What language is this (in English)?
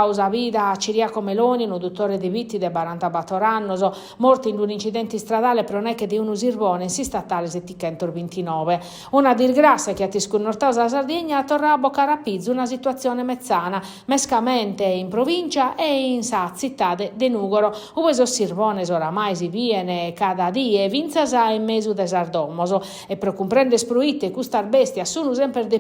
Sardinian